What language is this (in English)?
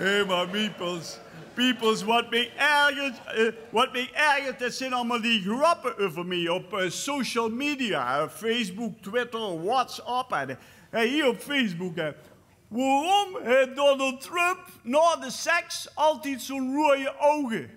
Limburgish